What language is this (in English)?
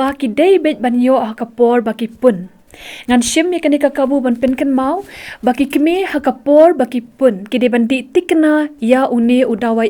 Khasi